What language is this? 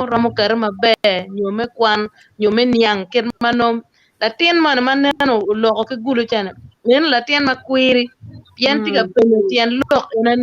Acoli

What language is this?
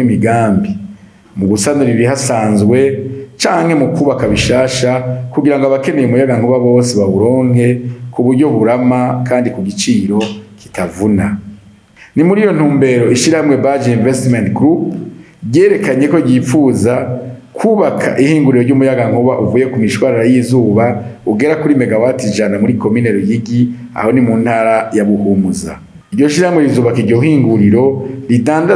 Rundi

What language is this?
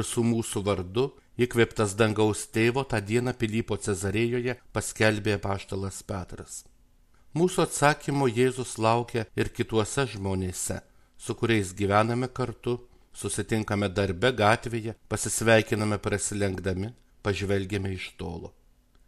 Lithuanian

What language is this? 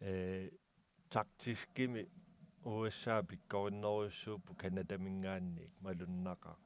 Kalaallisut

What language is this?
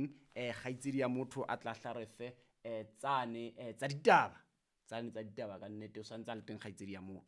Southern Sotho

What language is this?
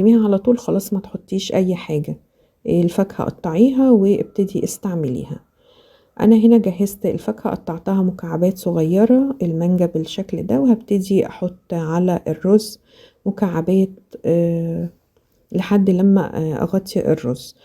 Egyptian Arabic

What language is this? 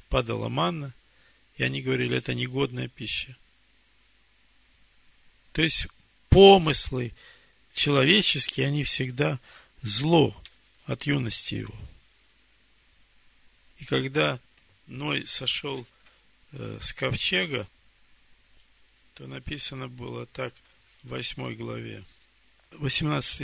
Russian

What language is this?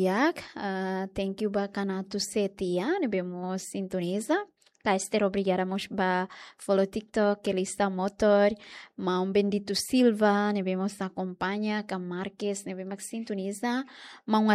Tetum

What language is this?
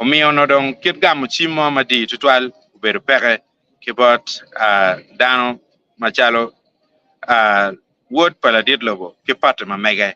Acoli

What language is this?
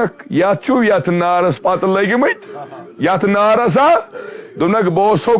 Kashmiri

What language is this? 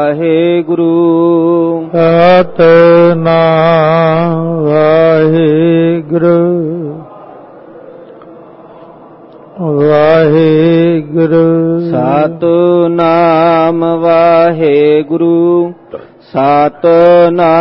Punjabi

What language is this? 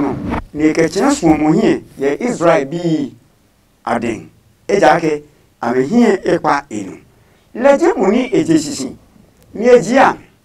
Adangme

